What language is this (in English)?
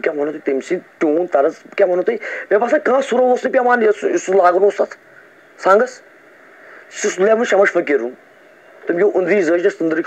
Kashmiri